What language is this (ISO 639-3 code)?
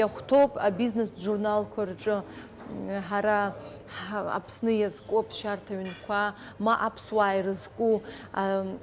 abk